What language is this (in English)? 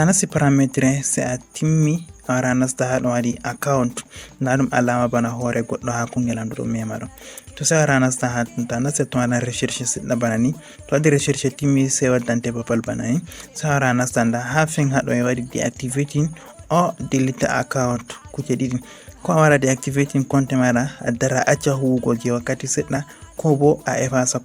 Fula